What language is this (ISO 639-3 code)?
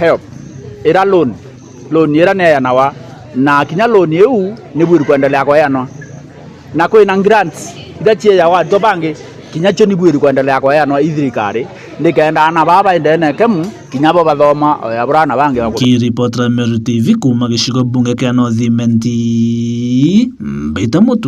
mer